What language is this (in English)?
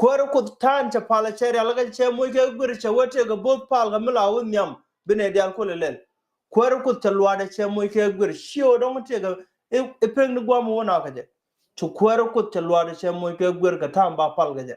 Nuer